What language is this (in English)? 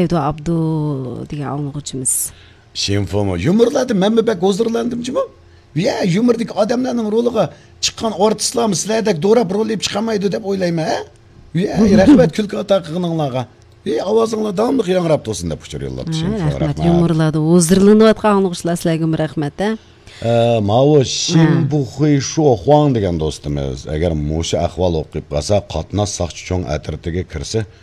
Uyghur